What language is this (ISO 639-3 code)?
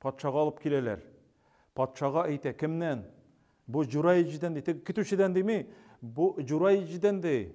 tat